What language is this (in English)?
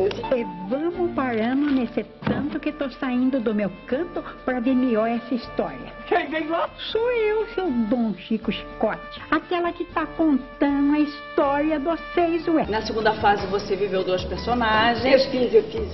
Portuguese